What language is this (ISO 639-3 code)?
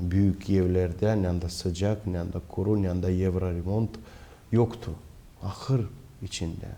gag